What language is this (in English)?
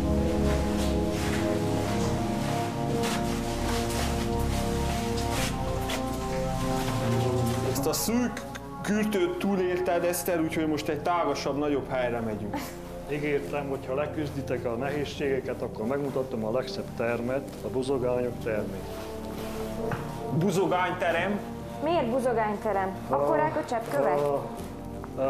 Hungarian